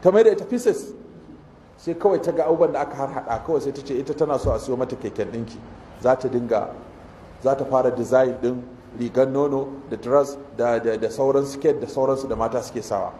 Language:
Hausa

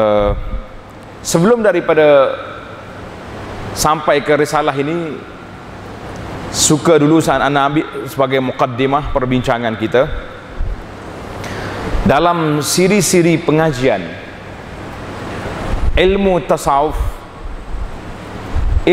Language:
Malay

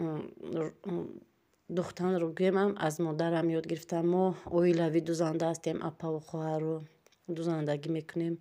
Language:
Tajik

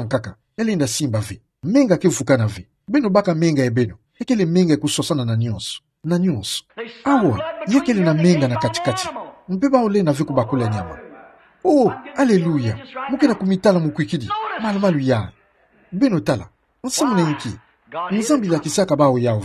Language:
Kituba (Democratic Republic of Congo)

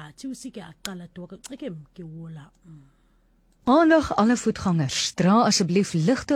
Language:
Afrikaans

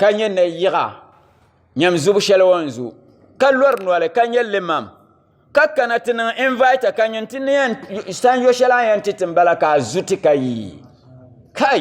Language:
Dagbani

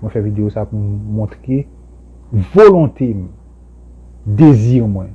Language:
Haitian Creole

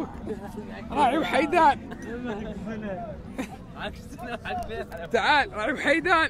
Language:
Gulf Arabic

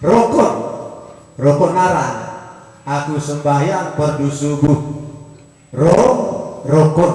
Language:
Sasak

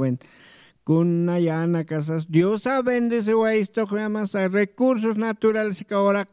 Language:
Aymara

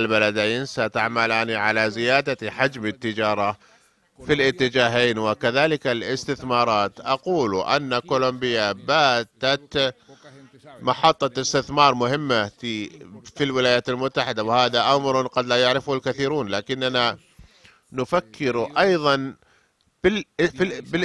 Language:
Arabic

